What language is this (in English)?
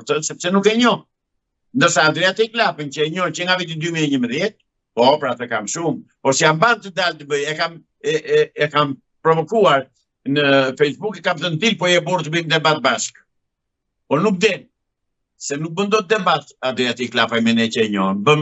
Albanian